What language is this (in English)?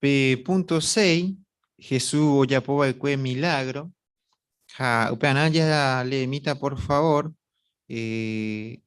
Guarani